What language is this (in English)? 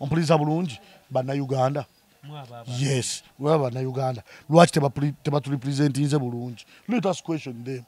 Ganda